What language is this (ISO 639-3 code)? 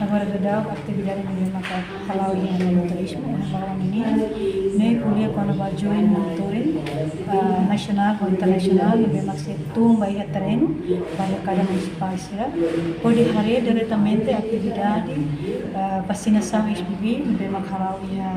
tet